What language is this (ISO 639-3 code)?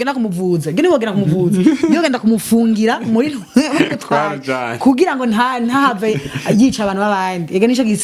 run